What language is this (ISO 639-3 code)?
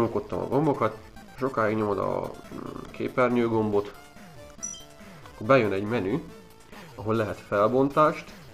hun